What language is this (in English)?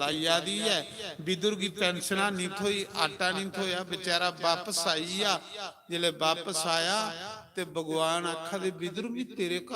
Dogri